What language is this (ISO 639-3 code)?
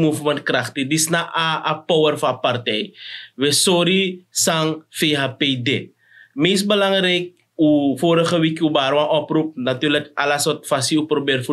srn